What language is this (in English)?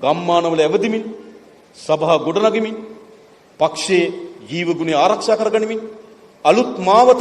Sinhala